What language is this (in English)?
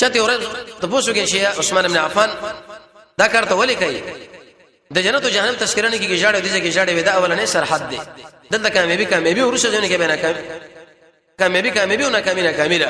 Pashto